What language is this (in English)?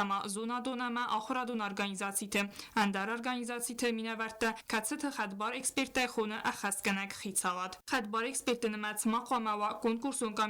Ossetic